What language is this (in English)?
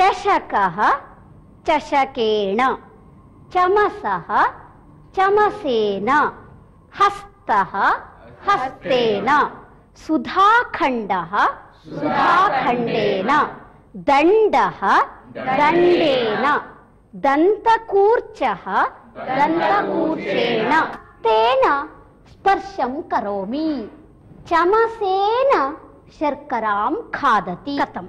Sanskrit